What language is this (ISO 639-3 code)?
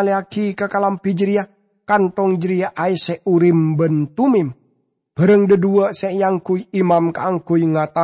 mad